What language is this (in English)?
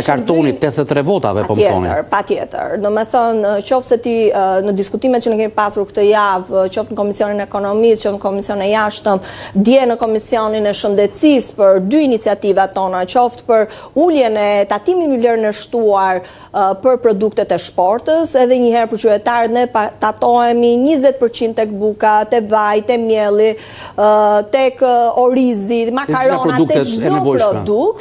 Albanian